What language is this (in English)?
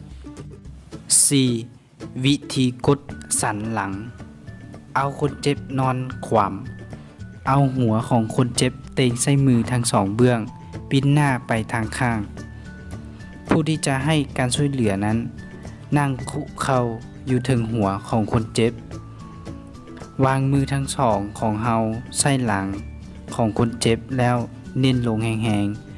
Lao